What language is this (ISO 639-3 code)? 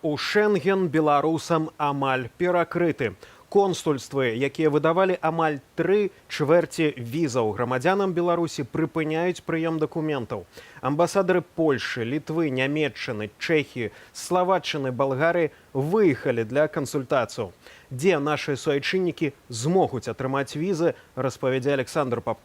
bel